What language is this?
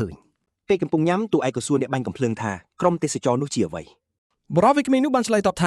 Khmer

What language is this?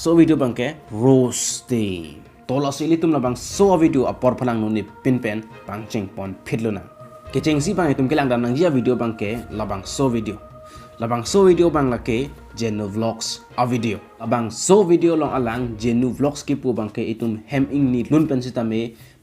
Karbi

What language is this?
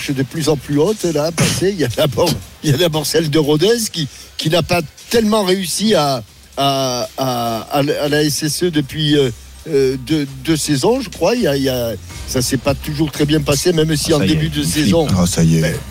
French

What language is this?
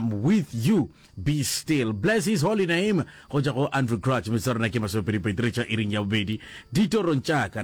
Northern Sotho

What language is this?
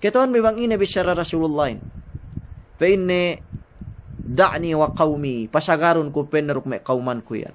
Yakan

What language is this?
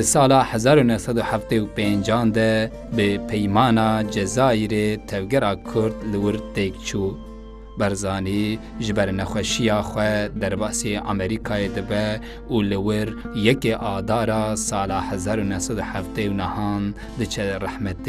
Kurdish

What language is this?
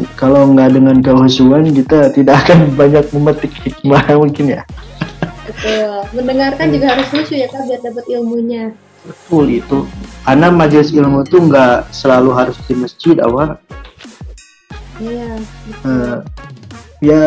Indonesian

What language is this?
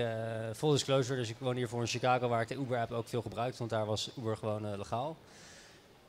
Dutch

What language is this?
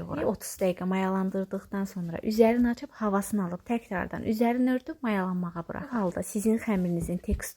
Azerbaijani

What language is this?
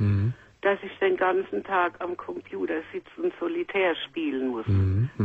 German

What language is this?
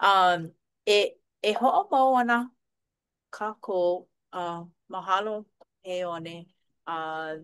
Hawaiian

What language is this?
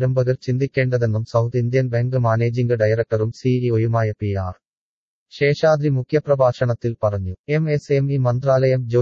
Malayalam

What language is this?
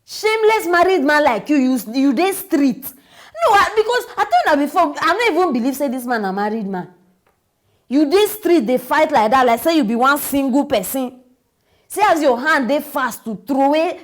Nigerian Pidgin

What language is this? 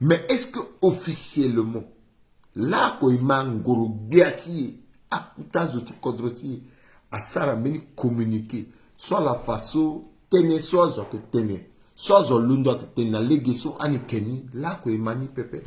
Sango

